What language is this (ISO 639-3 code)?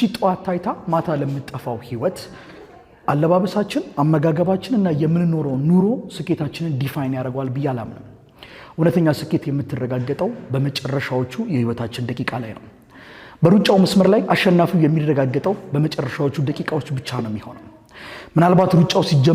amh